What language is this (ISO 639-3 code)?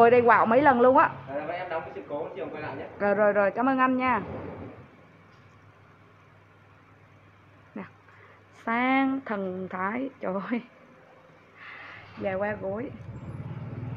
vie